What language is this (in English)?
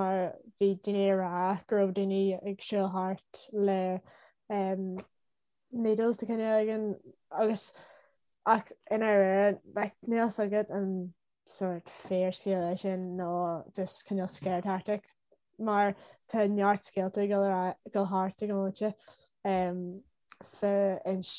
Irish